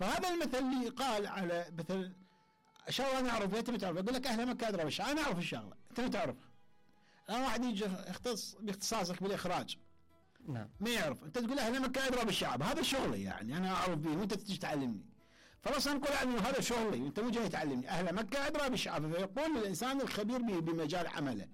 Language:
Mesopotamian Arabic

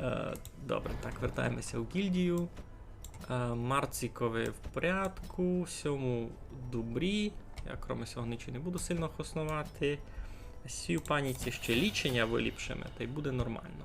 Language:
Rusyn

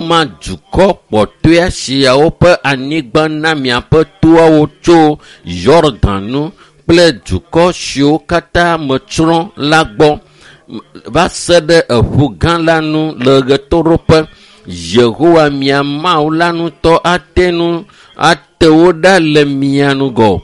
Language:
Ewe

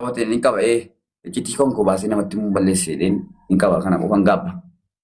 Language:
Oromo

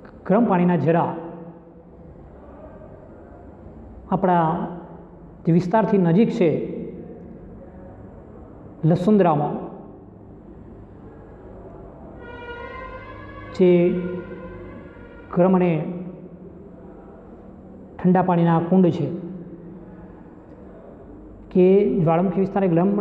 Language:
Gujarati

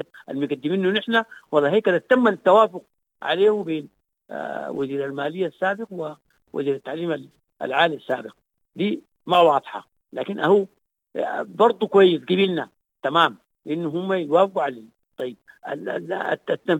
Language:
Sudanese Arabic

